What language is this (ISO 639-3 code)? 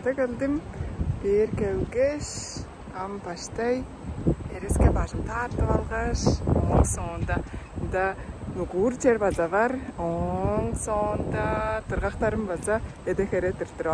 tyv